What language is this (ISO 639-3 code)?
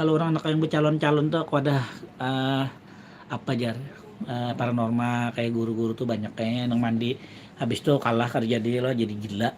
bjn